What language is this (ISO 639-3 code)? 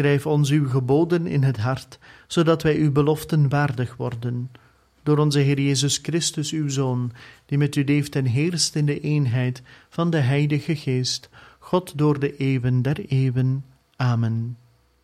nld